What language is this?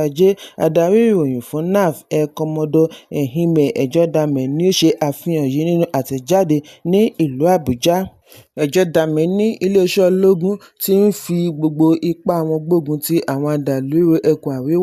Yoruba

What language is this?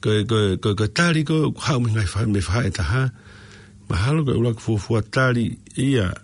Tongan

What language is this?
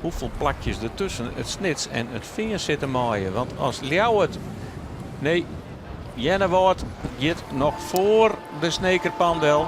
Western Frisian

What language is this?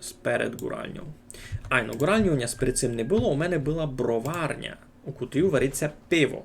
Rusyn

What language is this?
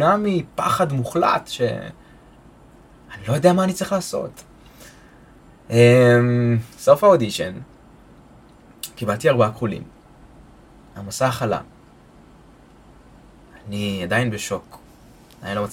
Hebrew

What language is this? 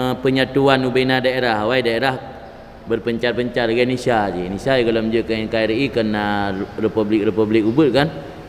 Achinese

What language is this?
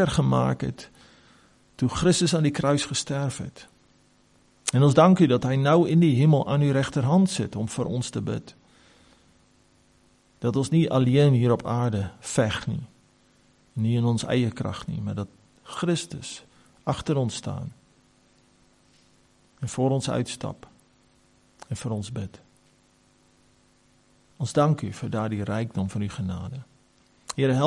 Afrikaans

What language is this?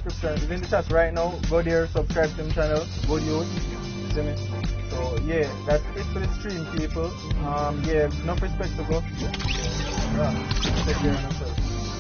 Jamaican Creole English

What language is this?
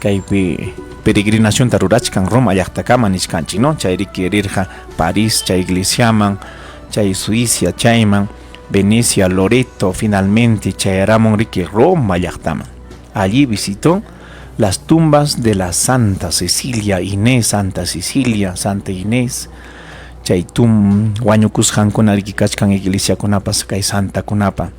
Ayacucho Quechua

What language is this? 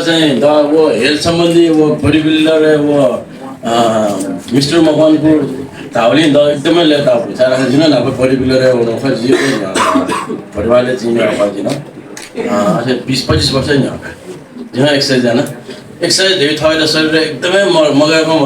Newari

